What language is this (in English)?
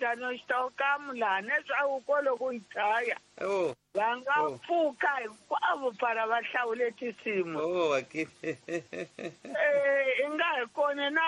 Tsonga